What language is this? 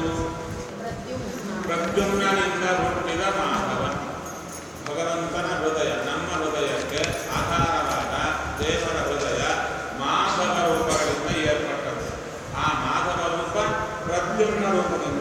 Kannada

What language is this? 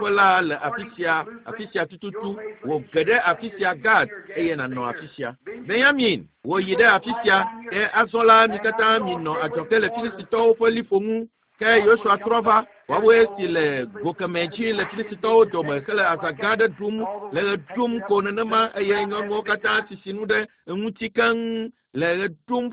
Ewe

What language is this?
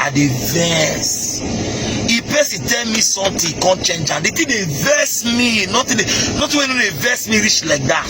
Nigerian Pidgin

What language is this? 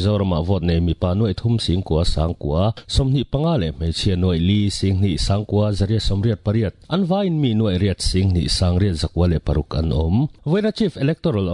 Mizo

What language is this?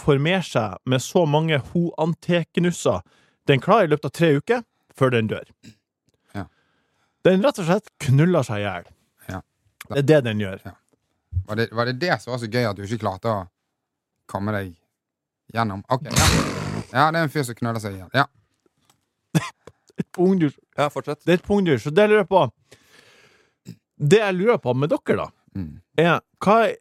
Norwegian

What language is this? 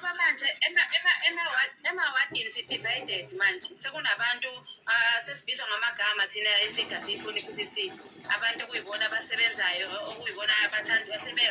Zulu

